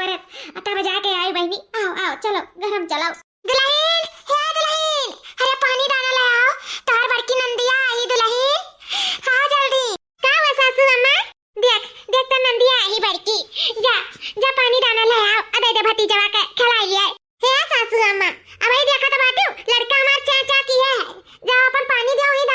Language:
Awadhi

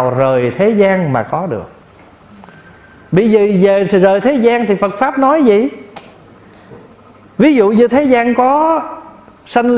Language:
Vietnamese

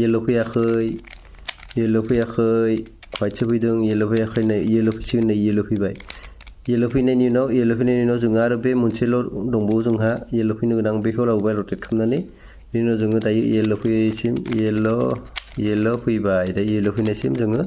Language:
Bodo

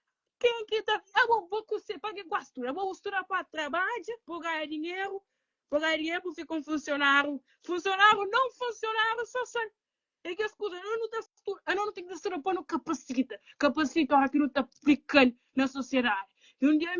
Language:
Kabuverdianu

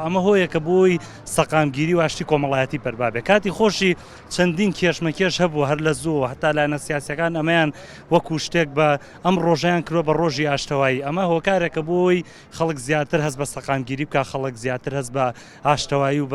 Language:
Central Kurdish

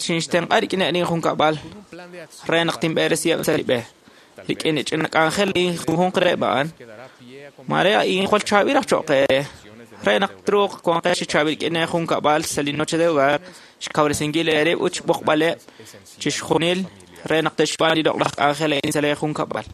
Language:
Kekchí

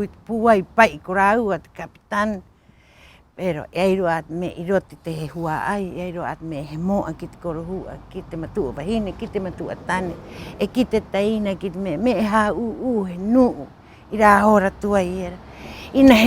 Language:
Rapanui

